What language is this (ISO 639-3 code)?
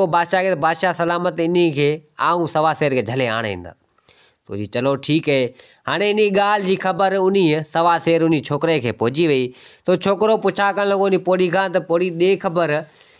snd